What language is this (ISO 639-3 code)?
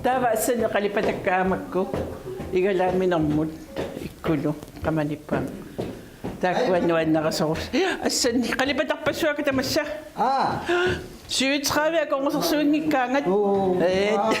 kal